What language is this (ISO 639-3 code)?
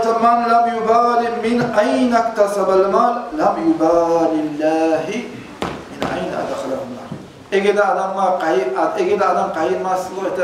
kum